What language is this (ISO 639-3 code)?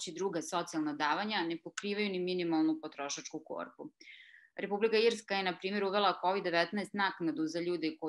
srp